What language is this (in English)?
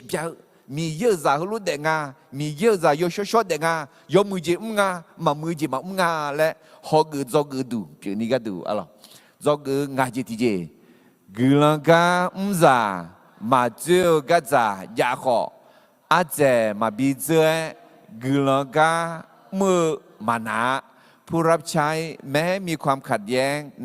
Akha